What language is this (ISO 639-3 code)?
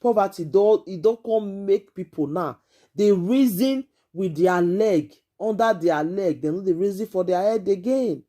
pcm